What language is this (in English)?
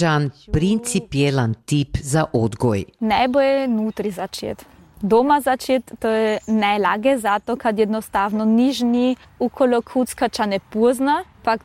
Croatian